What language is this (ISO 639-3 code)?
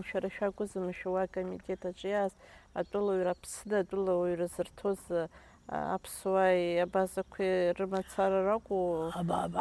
abk